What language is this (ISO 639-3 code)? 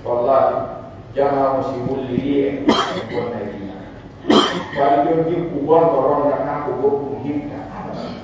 fuf